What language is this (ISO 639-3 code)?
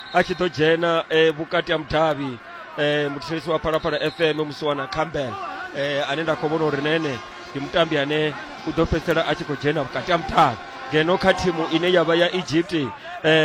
ven